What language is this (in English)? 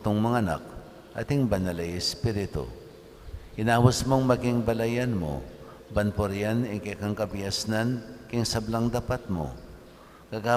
Pampanga